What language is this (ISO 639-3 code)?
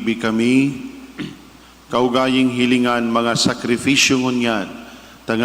bik